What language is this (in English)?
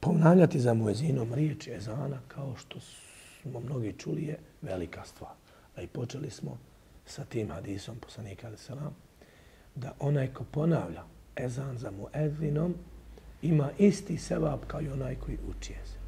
Bosnian